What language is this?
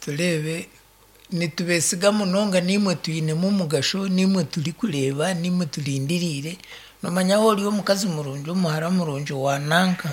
Nyankole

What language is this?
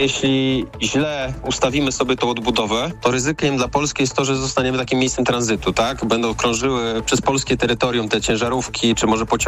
Polish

